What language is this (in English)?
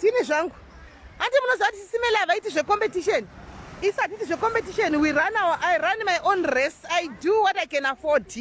Shona